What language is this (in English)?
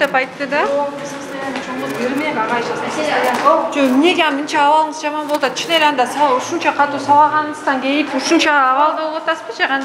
Kyrgyz